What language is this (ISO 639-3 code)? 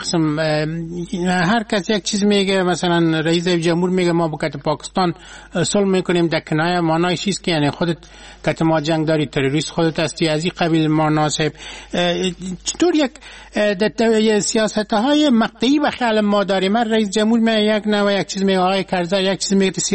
fas